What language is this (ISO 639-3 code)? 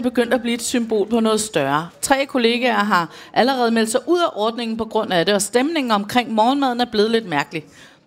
dan